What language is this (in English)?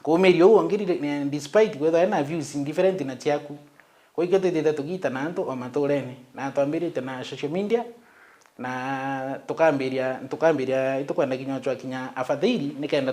Meru